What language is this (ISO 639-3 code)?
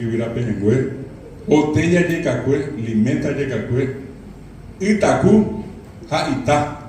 grn